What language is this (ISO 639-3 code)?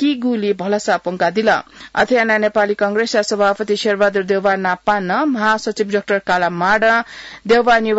new